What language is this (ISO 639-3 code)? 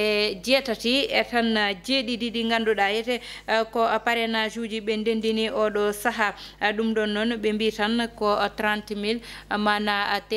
ful